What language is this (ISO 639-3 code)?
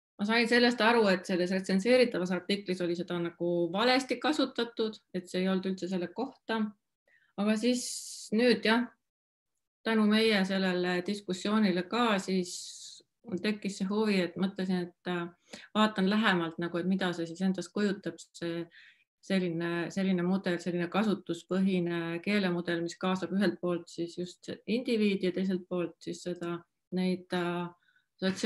est